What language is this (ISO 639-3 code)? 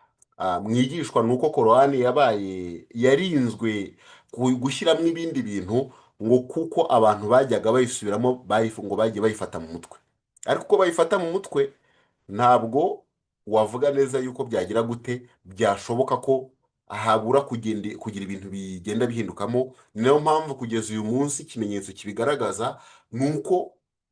kin